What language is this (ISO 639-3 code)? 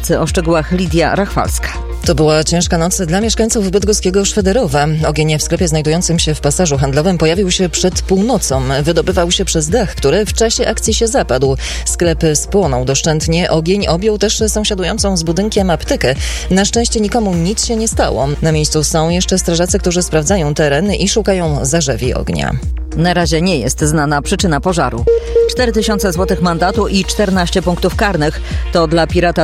pol